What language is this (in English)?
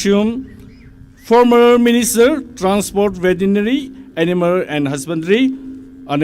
Tangkhul Naga (India)